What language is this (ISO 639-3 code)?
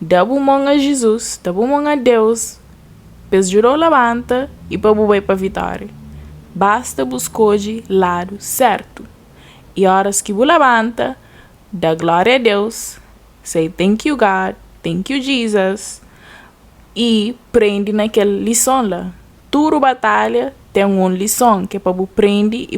kea